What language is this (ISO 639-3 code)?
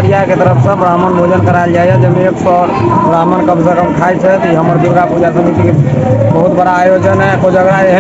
mai